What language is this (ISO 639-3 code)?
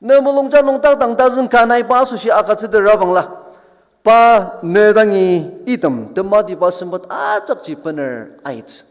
njo